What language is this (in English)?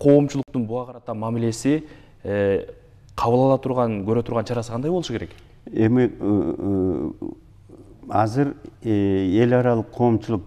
Kyrgyz